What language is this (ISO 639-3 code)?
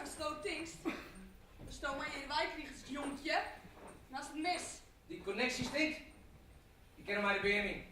fry